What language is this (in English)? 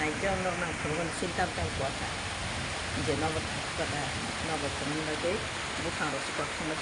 Kok Borok